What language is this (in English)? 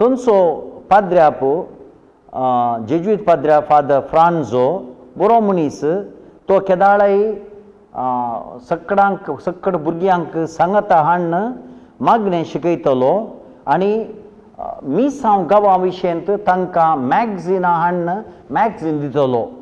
Konkani